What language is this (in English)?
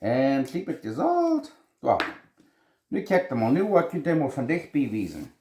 Plautdietsch